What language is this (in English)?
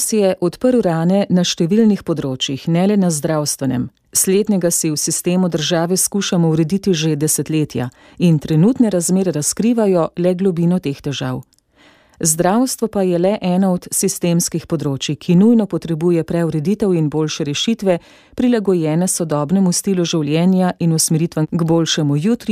Slovenian